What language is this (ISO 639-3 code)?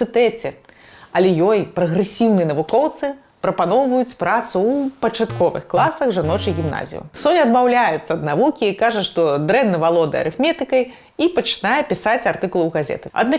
bel